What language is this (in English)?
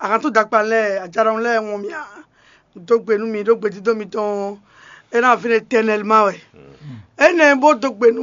Fon